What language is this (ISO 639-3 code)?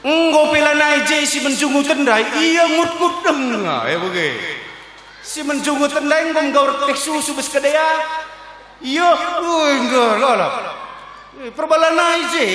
btx